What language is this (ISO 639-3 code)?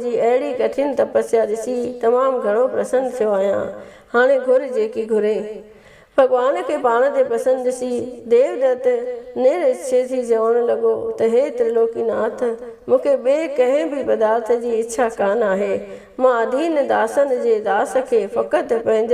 snd